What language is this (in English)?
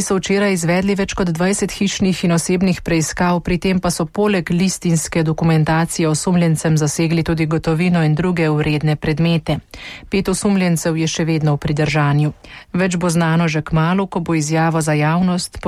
Slovenian